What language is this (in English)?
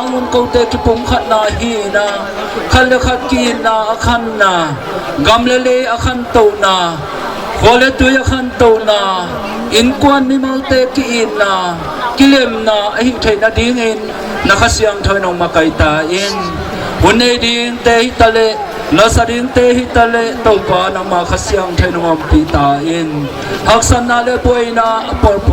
Tedim Chin